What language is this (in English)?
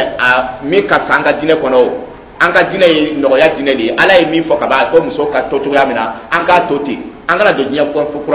Dyula